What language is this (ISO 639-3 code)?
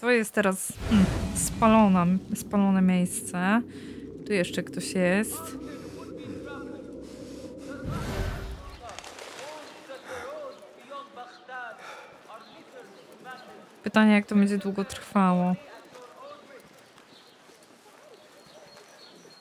pol